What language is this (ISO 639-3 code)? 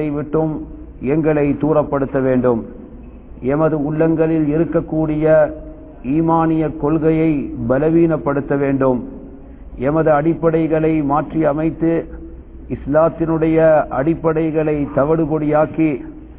tam